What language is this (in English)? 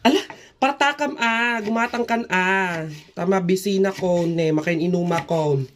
Iloko